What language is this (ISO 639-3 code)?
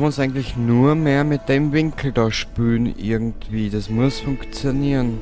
bar